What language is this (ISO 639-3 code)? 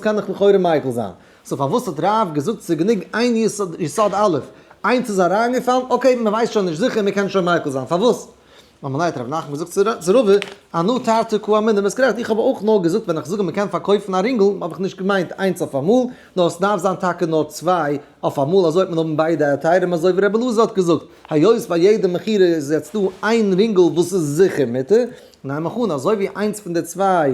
yid